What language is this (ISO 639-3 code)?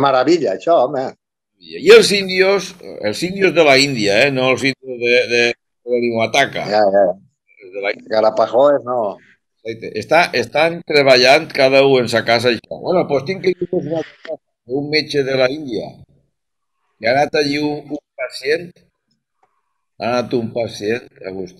cat